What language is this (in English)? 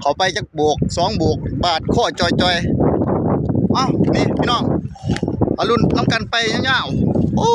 Northeastern Thai